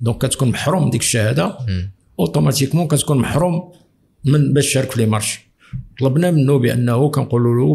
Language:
Moroccan Arabic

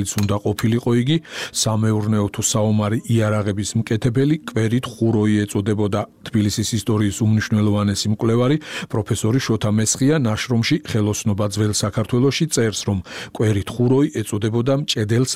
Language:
Georgian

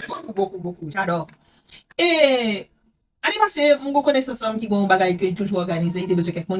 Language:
Haitian Creole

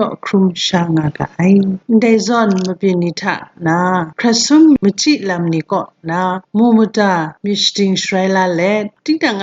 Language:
Kachin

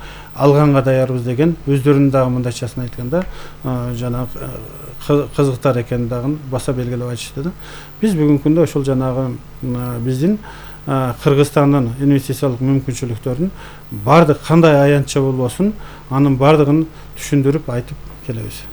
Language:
Kyrgyz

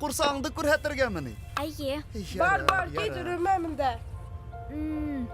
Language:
Bashkir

